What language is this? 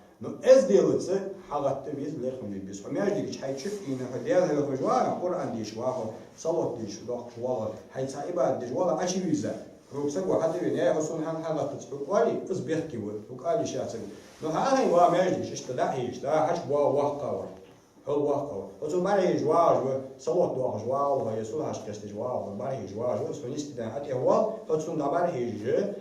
Ingush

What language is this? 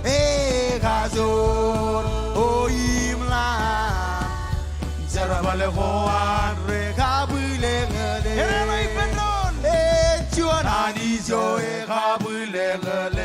Marshallese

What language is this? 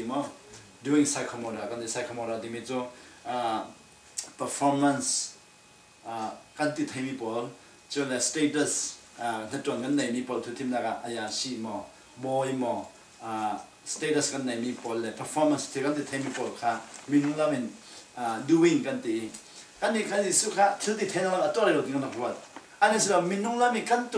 Falam Chin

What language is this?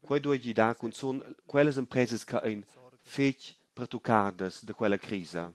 Romansh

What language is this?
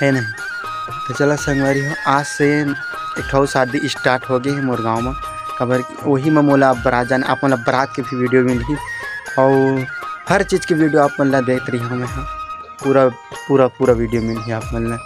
Chhattisgarhi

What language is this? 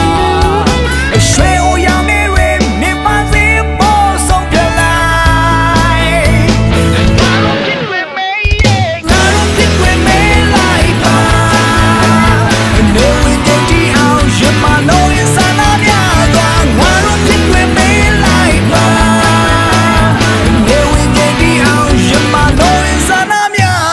Burmese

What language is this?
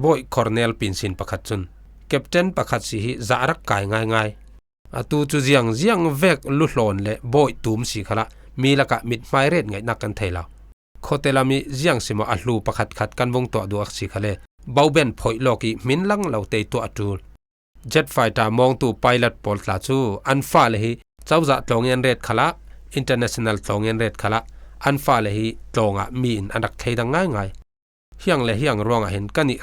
Falam Chin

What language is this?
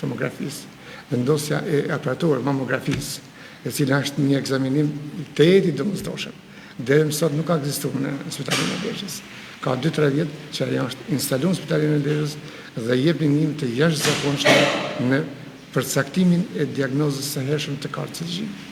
Albanian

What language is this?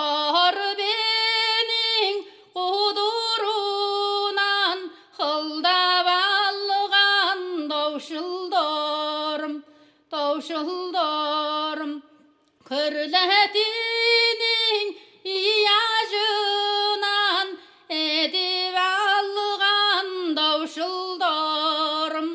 Kazakh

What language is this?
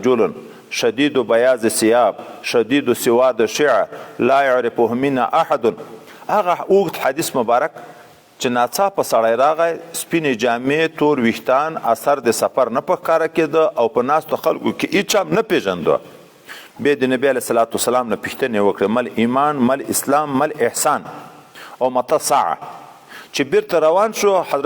Pashto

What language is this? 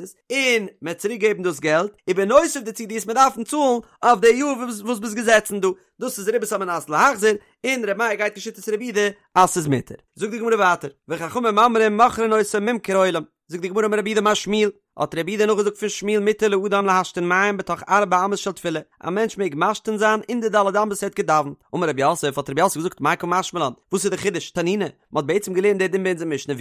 Yiddish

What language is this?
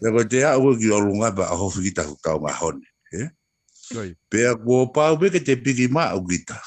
Tongan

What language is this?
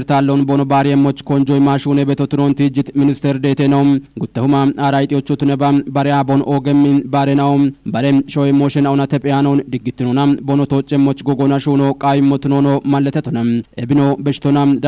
Kafa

